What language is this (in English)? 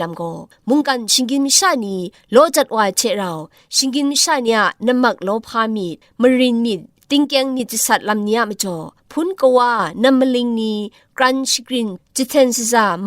Kachin